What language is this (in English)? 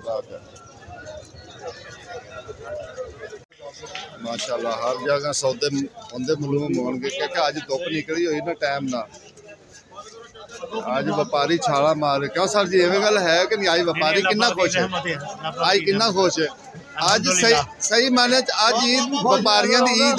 Punjabi